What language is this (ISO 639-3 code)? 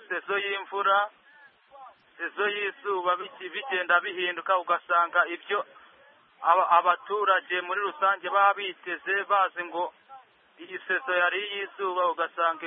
kin